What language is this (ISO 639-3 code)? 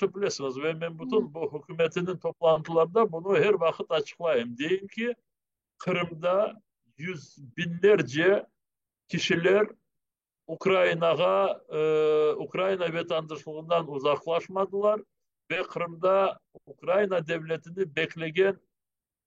crh